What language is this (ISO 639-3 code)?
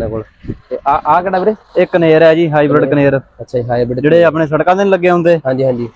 pan